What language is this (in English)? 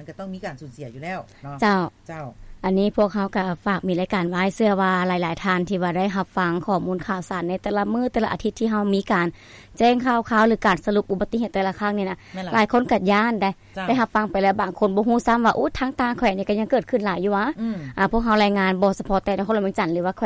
Lao